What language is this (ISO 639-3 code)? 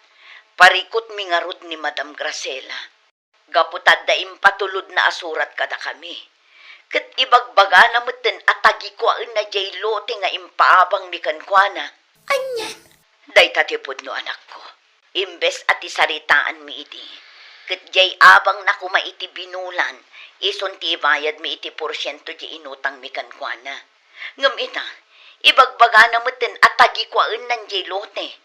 ilo